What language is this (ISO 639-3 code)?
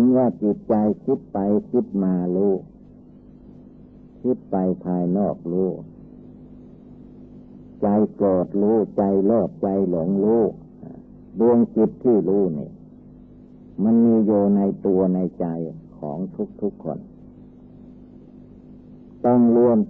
tha